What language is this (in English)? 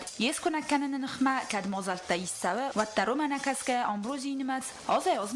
Ossetic